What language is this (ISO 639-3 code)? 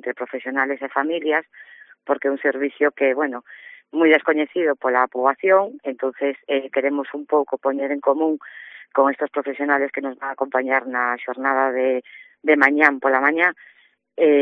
glg